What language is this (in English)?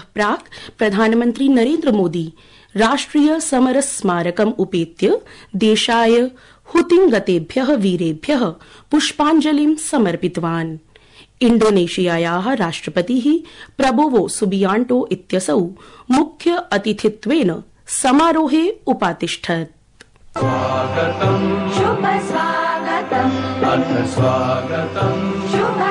Sanskrit